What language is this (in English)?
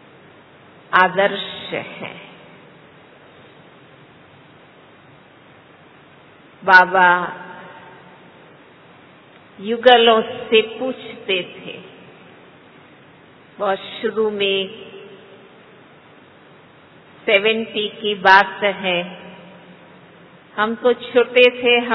Hindi